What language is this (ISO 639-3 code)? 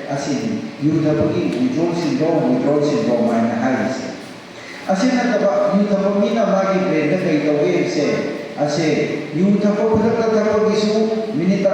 mni